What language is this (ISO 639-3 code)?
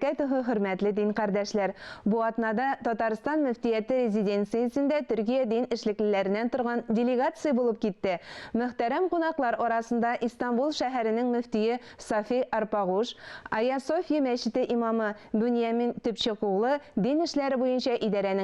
tat